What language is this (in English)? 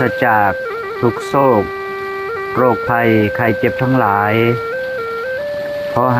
Lao